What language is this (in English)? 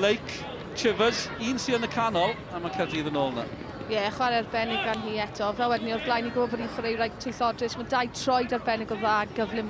Welsh